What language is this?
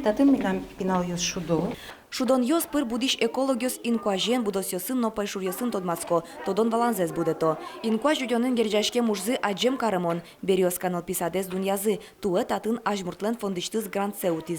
Udmurt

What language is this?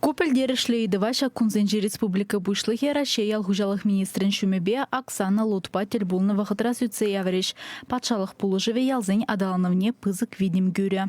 Chuvash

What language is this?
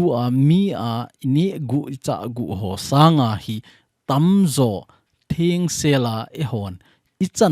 Thado Chin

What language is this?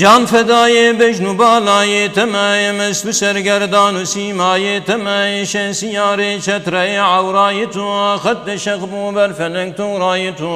Kurdish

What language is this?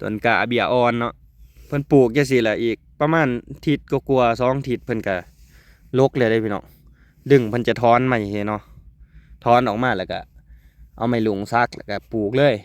Lao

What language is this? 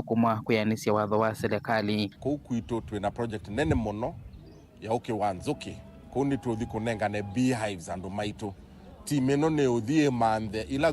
Kamba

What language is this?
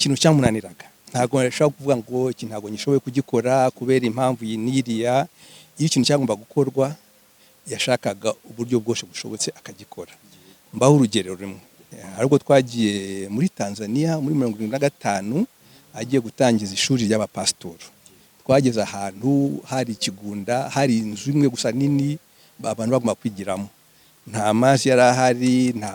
Kinyarwanda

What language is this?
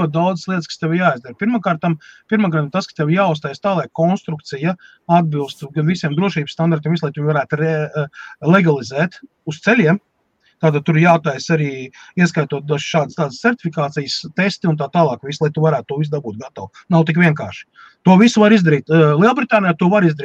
Latvian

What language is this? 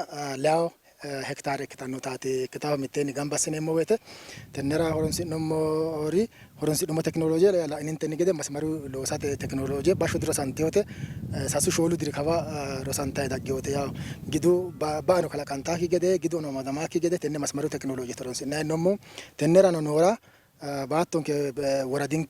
Sidamo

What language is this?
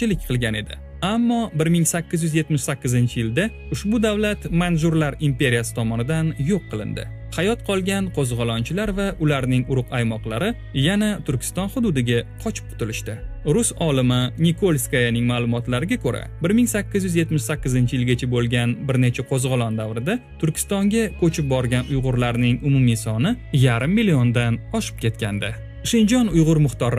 Uzbek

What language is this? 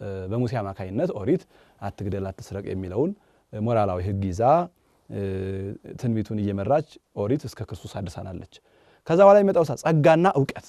Amharic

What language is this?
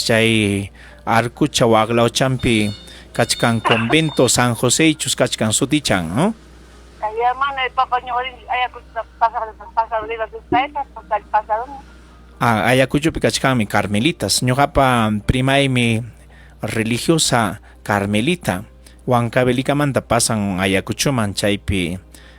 Ayacucho Quechua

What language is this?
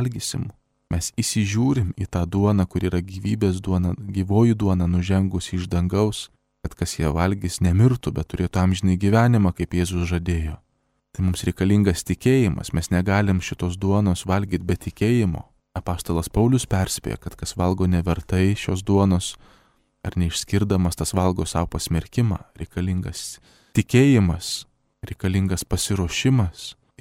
Lithuanian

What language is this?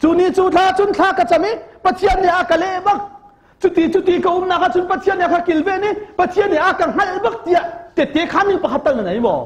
Hakha Chin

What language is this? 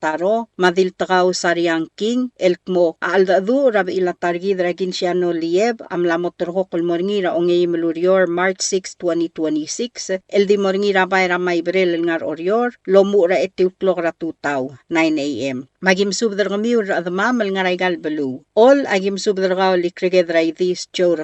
Palauan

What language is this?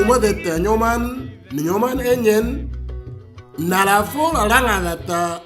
Moro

